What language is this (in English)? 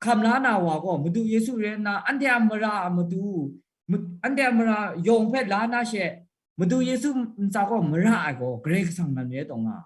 Kachin